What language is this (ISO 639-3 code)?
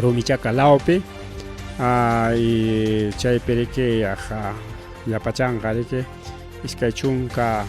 quy